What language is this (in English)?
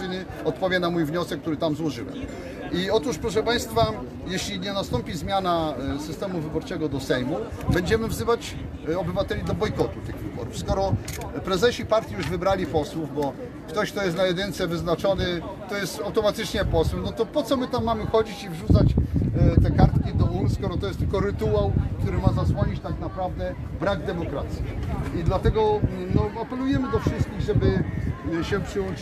Polish